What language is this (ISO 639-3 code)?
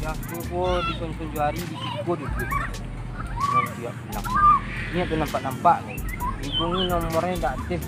min